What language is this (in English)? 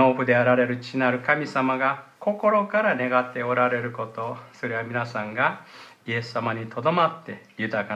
Japanese